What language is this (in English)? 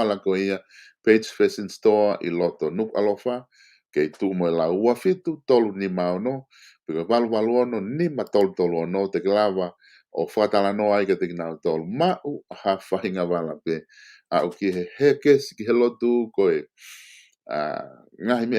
Tongan